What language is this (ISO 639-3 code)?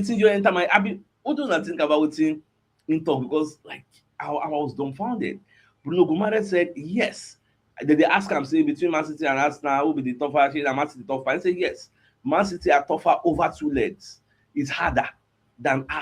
pcm